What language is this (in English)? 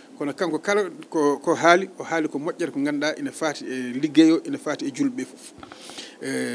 Fula